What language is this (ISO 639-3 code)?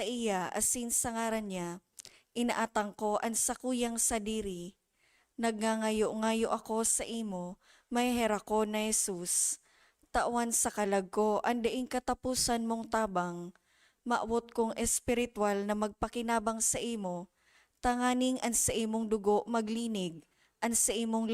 bik